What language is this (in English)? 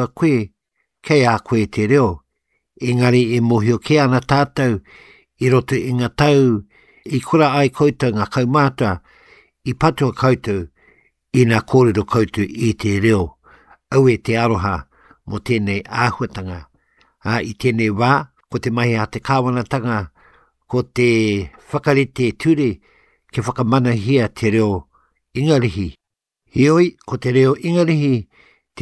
Māori